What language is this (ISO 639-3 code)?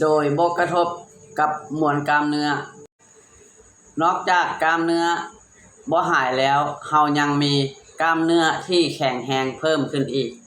lao